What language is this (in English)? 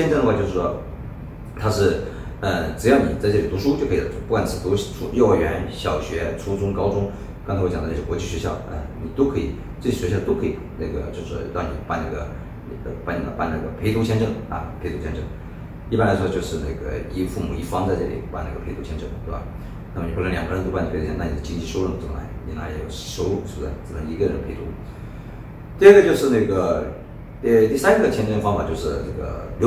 Chinese